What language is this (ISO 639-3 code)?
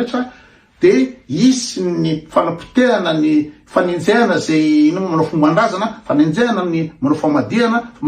mlg